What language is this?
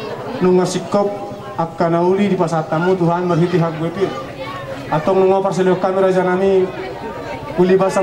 Batak Toba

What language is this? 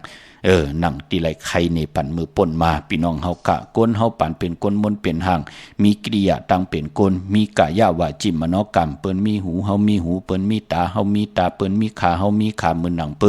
Shan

